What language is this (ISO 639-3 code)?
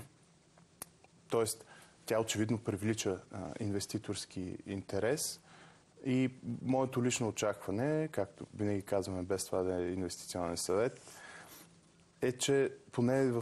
bul